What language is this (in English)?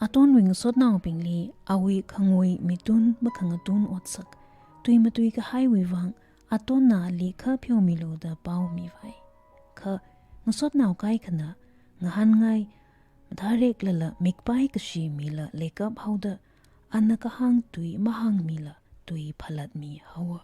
Tangkhul Naga (India)